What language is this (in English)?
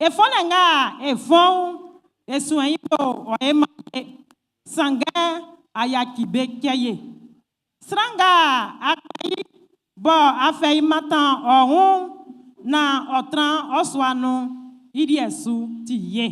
Baoulé